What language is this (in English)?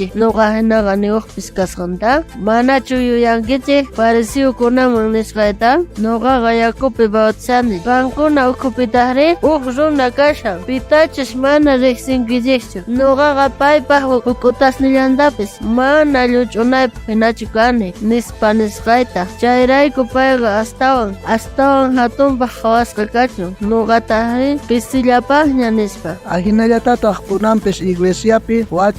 South Bolivian Quechua